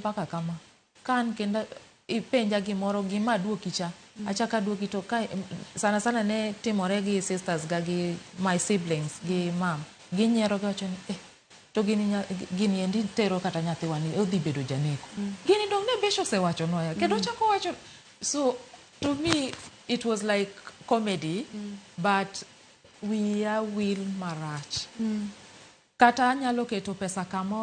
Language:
Luo (Kenya and Tanzania)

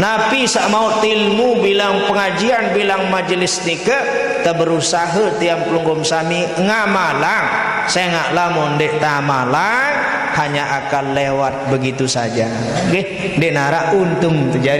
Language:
Sasak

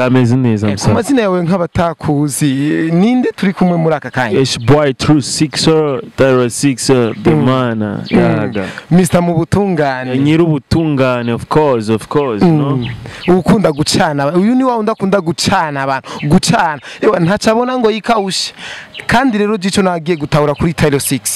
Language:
Rundi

